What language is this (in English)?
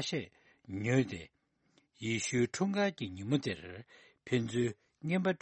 Tibetan